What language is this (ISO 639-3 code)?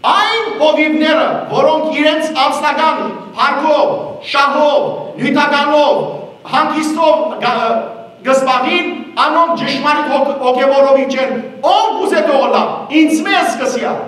hyw